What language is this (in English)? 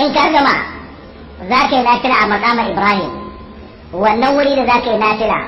Hausa